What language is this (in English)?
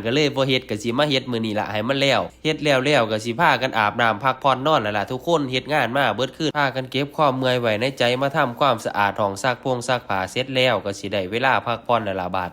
Lao